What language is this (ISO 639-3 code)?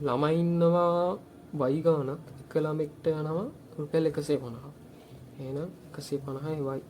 sin